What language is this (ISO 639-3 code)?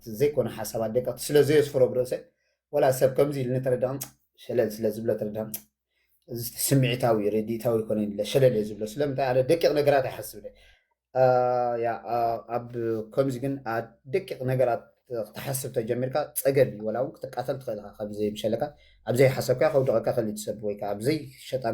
tir